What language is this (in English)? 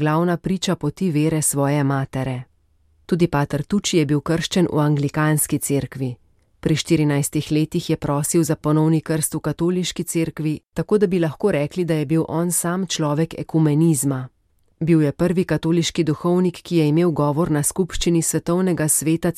Slovenian